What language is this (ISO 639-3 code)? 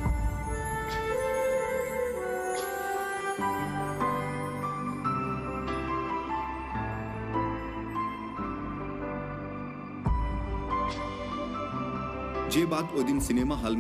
bho